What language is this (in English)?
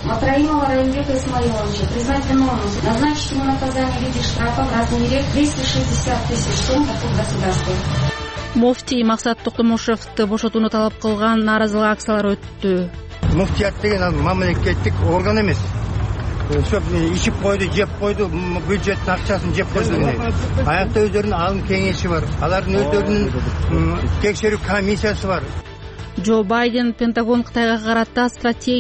Kyrgyz